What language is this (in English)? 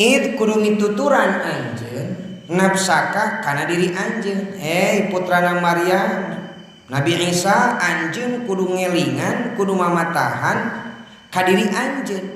Sundanese